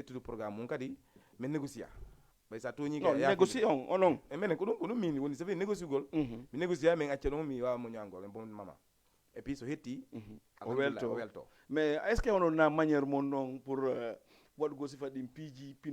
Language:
Fula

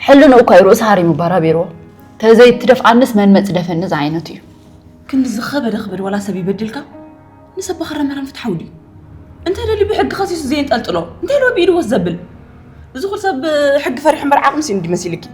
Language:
Tigrinya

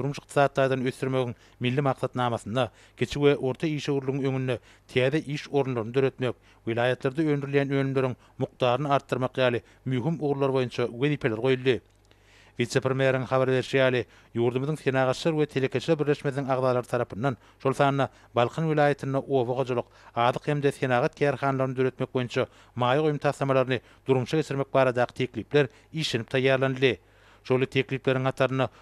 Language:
Turkmen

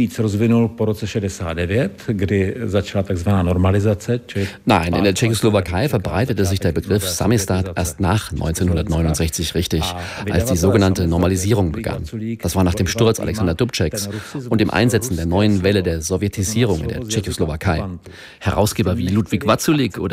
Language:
German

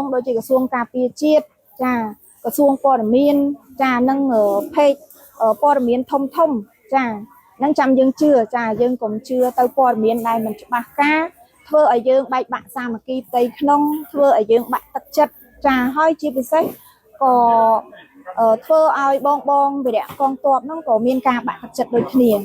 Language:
Khmer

